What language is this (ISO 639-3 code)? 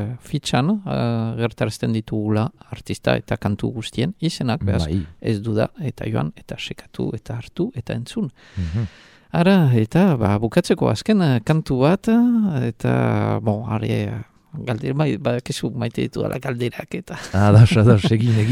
eus